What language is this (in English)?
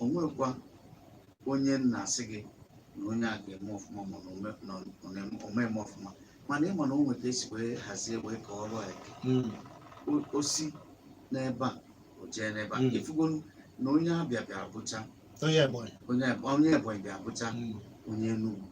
Igbo